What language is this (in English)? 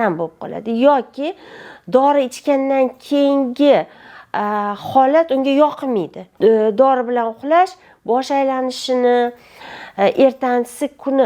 Uzbek